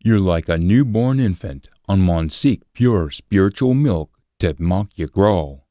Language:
Scots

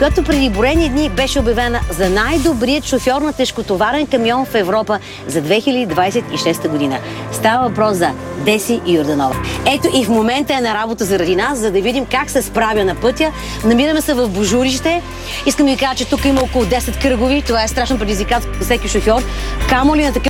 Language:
Bulgarian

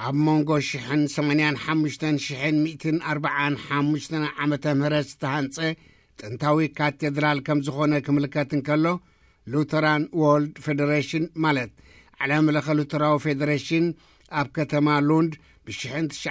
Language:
Tigrinya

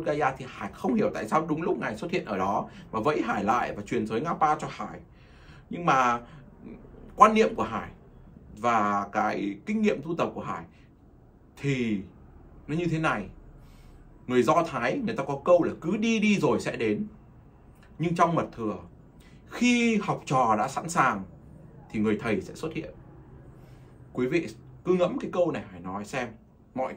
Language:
Vietnamese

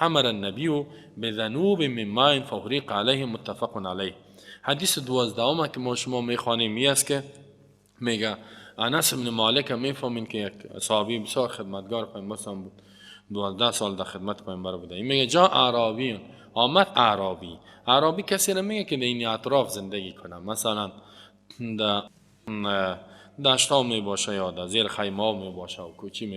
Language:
Persian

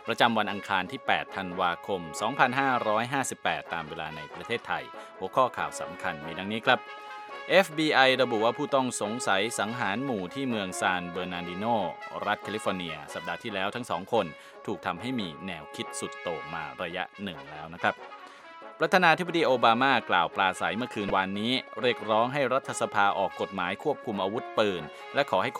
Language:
Thai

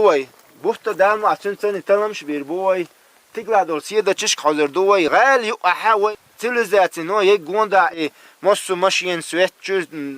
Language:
Chechen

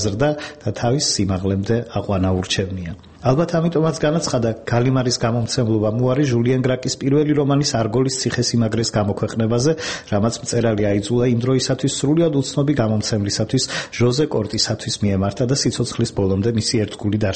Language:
Georgian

